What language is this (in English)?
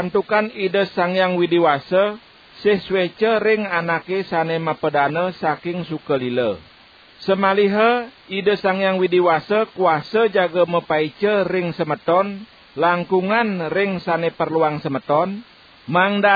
Balinese